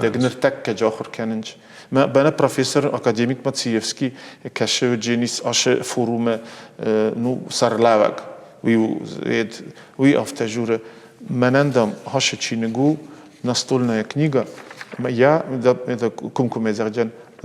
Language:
Ossetic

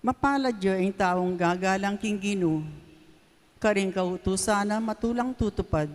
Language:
Pampanga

